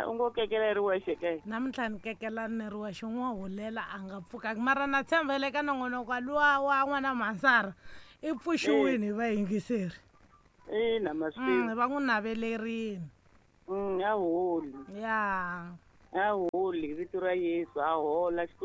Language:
Tsonga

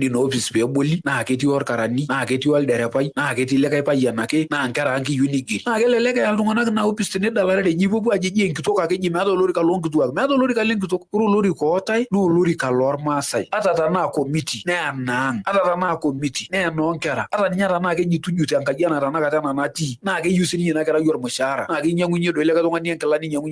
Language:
Masai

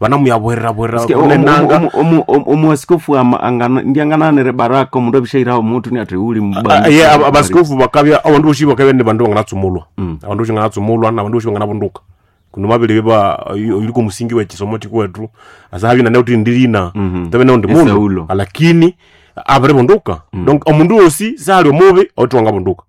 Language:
Nande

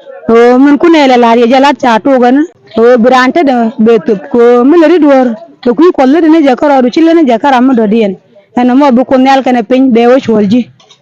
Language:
Nuer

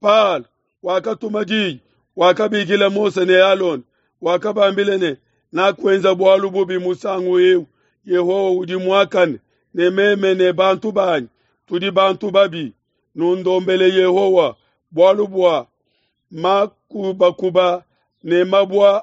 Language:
Luba-Lulua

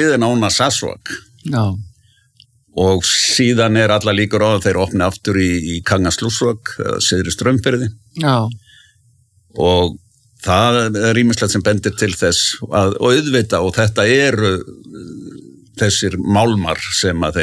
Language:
Icelandic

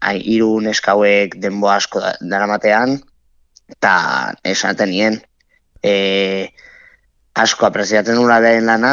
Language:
Basque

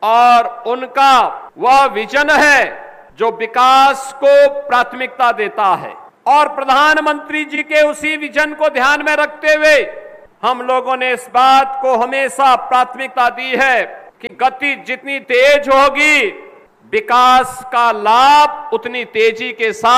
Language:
Hindi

